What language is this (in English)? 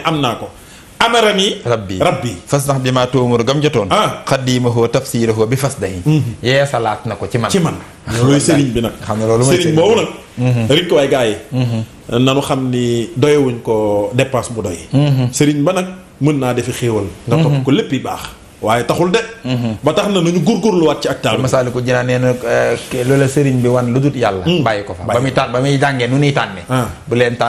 Wolof